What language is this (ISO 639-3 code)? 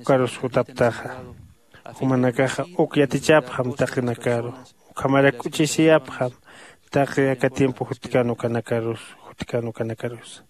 aym